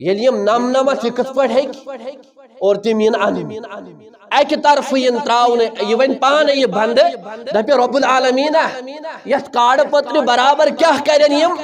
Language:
Kashmiri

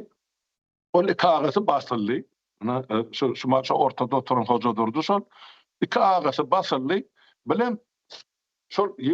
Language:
Turkmen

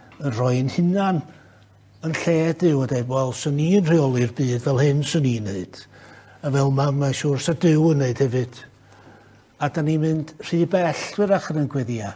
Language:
Welsh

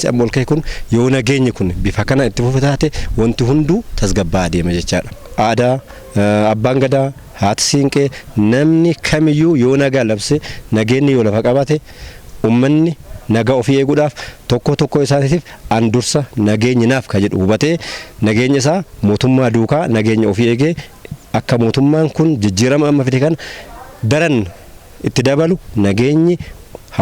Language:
Oromo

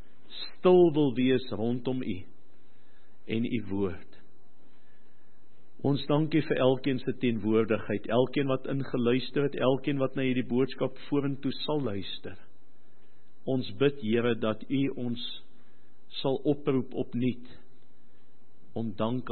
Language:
Afrikaans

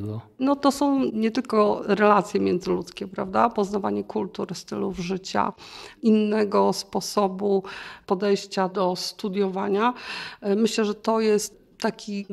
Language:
Polish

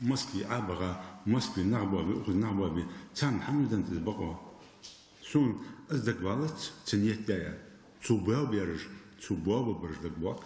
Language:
Ingush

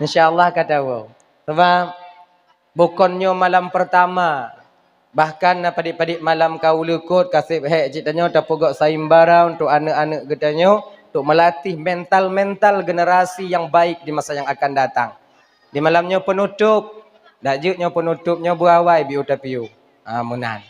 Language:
Achinese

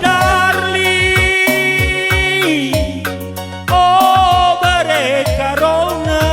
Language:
Batak Karo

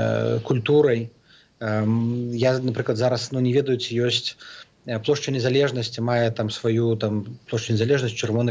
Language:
Belarusian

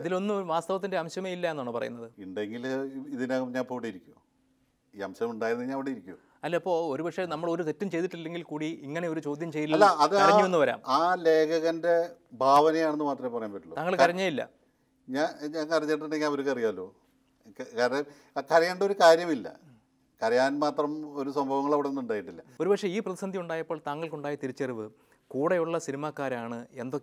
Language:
Malayalam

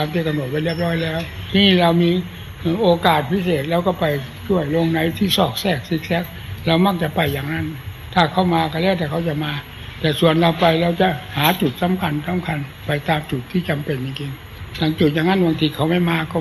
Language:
Thai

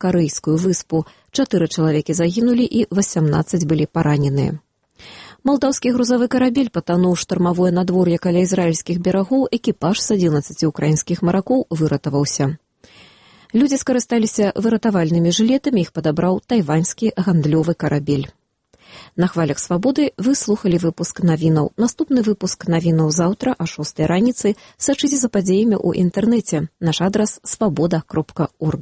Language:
Belarusian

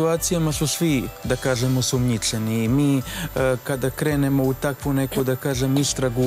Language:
Serbian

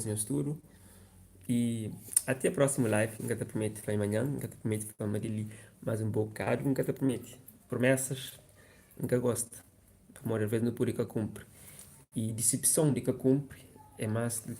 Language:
Kabuverdianu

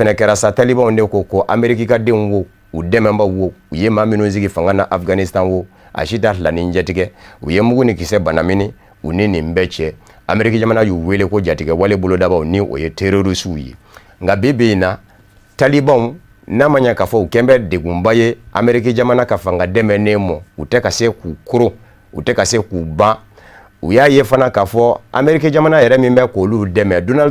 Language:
Bambara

